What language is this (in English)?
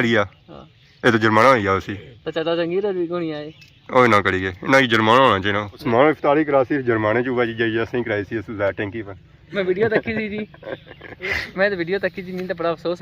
Pahari-Potwari